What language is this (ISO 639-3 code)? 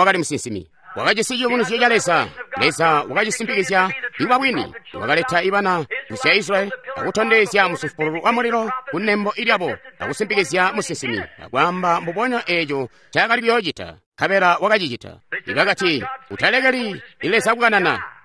toi